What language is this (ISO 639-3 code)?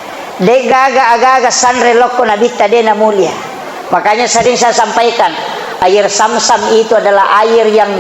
bug